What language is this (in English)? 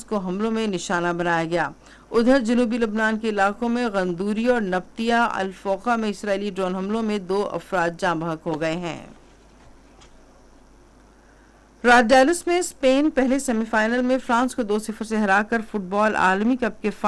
Urdu